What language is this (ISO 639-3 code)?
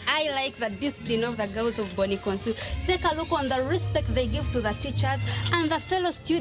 nyn